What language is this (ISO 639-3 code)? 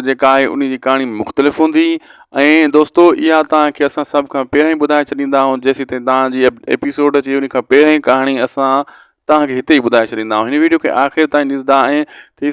snd